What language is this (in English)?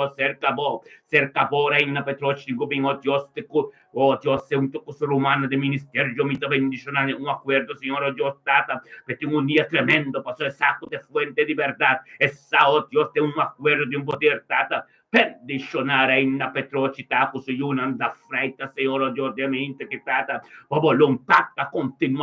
Papiamento